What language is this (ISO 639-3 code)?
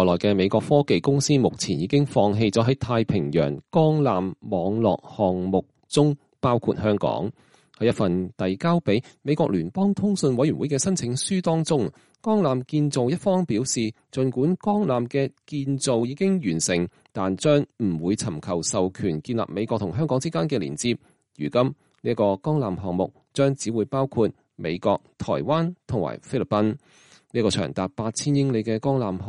yue